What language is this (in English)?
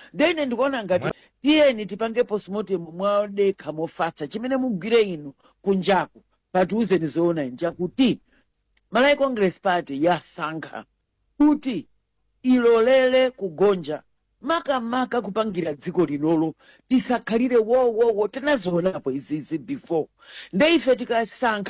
Nyanja